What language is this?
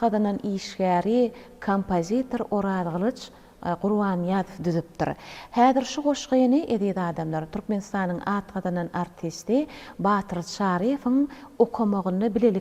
Turkmen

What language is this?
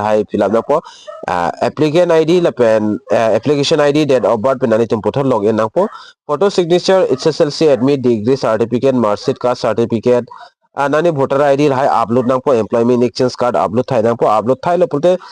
Karbi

